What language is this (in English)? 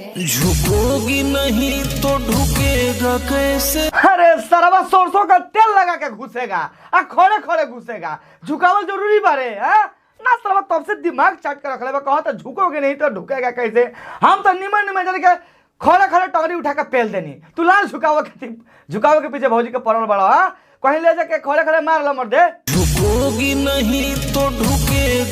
Bhojpuri